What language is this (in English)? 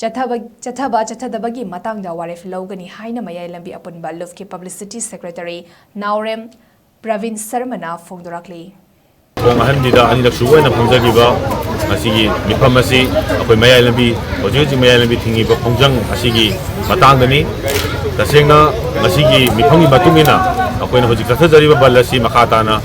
Manipuri